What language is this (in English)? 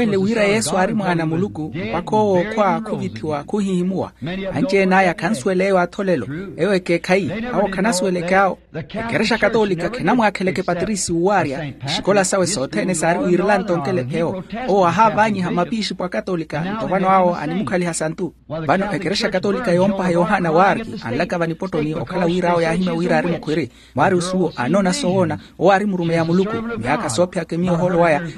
Makhuwa